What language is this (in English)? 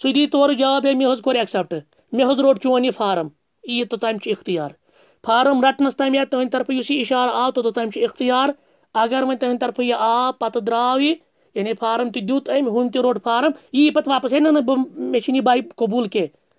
Kashmiri